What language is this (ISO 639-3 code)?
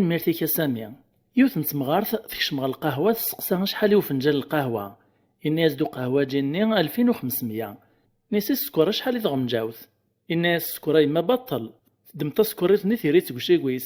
kab